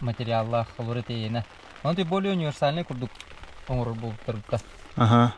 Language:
Yakut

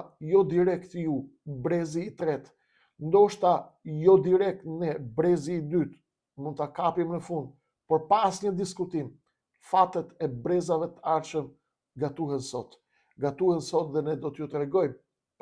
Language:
Albanian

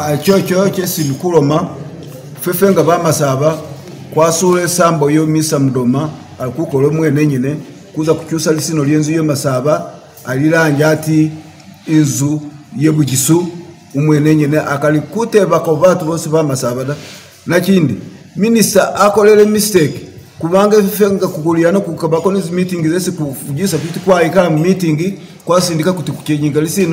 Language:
Masaaba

